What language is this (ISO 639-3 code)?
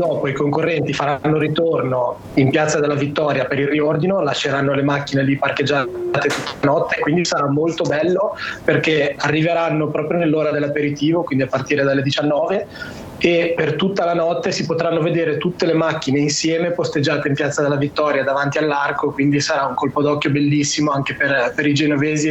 ita